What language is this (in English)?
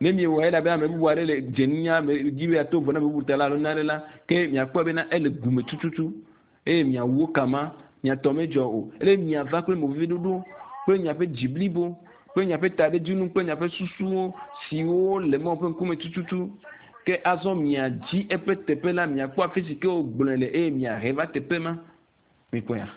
Ewe